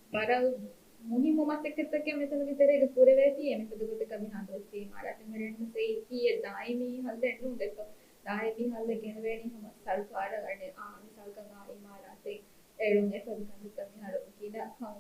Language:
Divehi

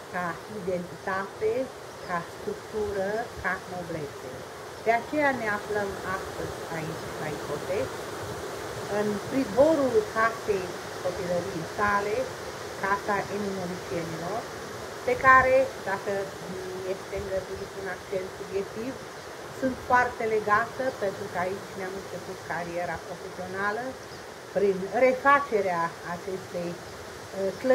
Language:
Romanian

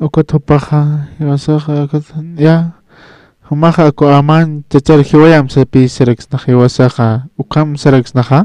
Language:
Aymara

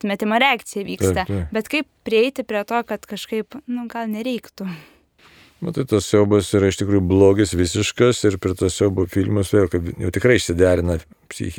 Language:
Lithuanian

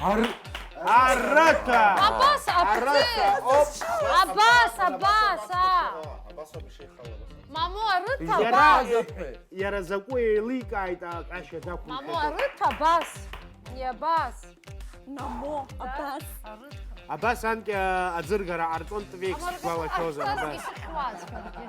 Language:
Abkhazian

